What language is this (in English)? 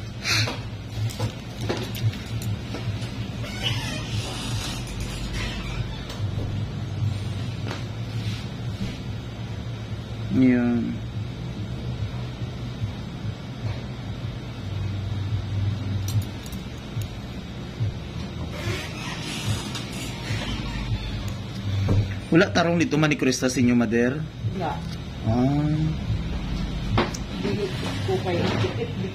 Filipino